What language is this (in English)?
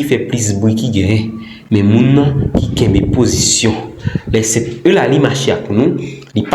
Haitian Creole